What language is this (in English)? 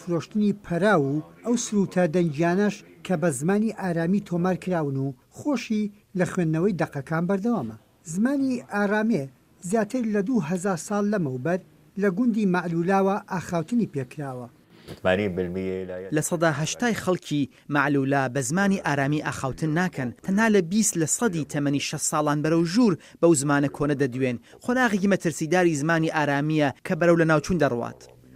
Central Kurdish